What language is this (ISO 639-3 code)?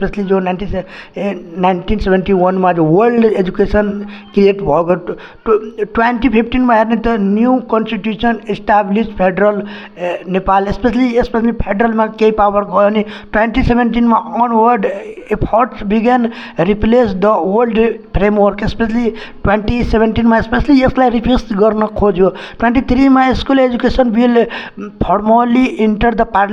nep